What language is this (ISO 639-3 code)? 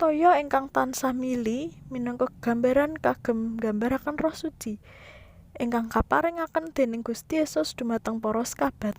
jav